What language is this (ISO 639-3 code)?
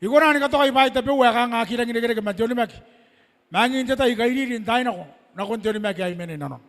gil